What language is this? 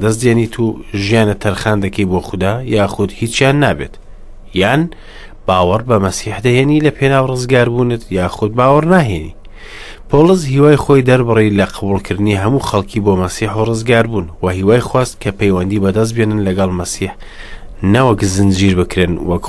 Central Kurdish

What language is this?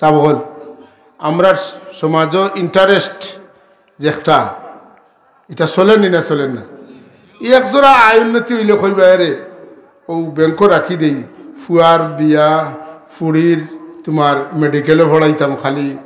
Sylheti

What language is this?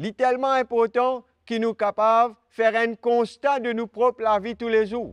Morisyen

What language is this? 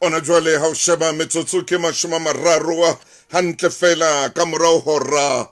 Southern Sotho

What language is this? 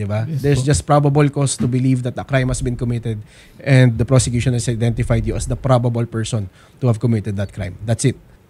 Filipino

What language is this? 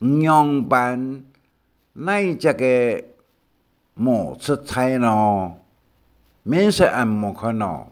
Hakka Chinese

